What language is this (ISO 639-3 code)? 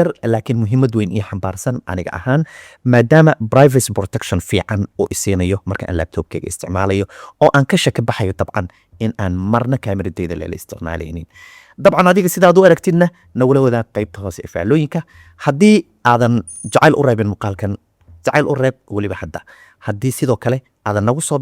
som